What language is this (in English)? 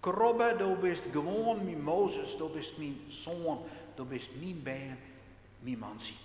Western Frisian